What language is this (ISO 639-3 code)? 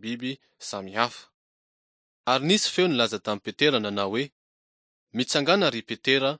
mlg